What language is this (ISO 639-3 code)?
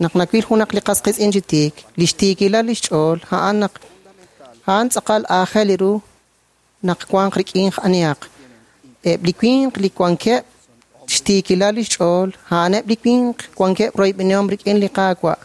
kek